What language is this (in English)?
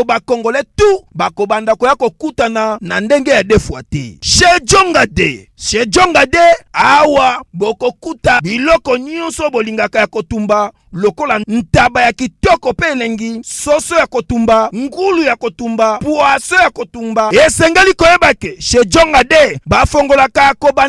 Lingala